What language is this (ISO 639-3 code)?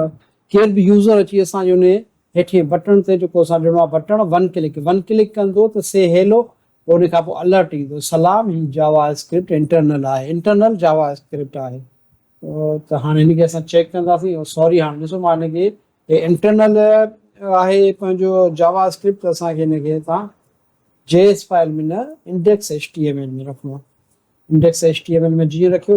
snd